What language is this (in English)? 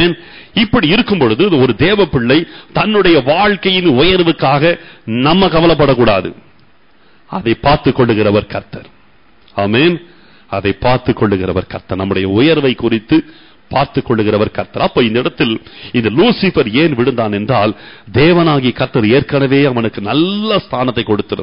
Tamil